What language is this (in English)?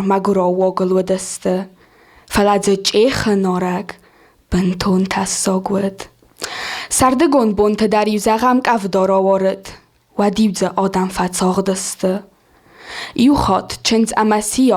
Ossetic